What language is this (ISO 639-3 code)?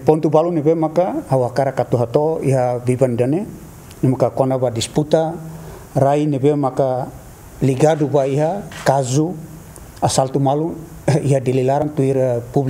tet